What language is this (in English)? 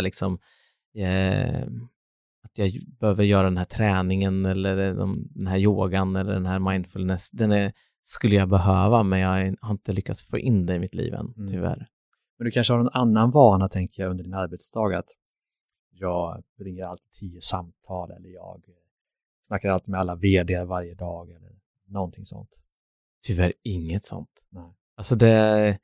Swedish